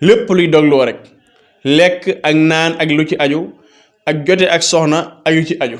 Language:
Wolof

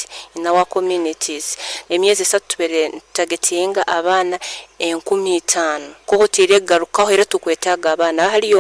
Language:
Nyoro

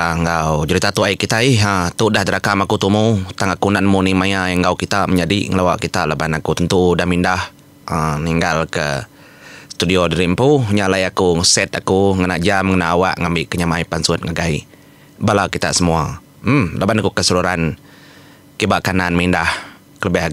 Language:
Iban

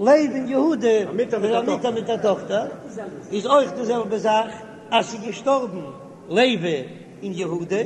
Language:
Yiddish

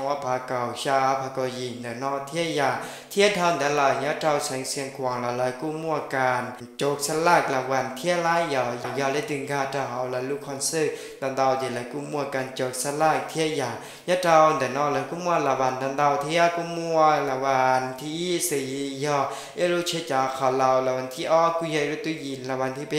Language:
Hmong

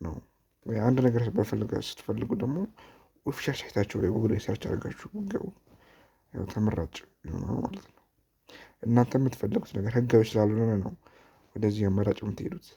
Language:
Amharic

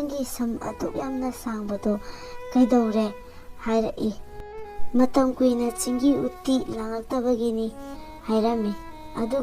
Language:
Manipuri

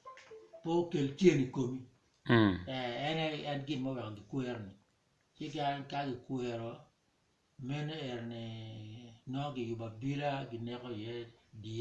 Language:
Acoli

